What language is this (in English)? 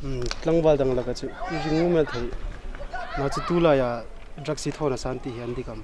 Hmar